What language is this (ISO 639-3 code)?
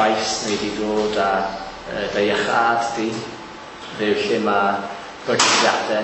cym